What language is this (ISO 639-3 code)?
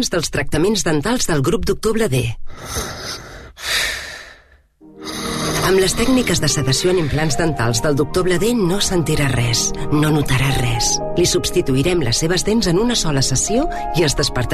cat